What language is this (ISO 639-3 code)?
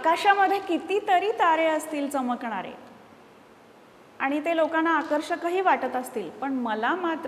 mar